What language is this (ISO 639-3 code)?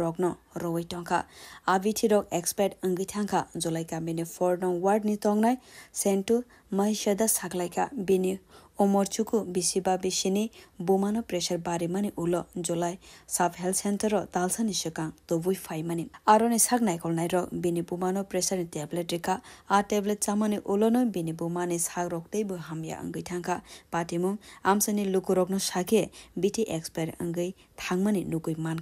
trp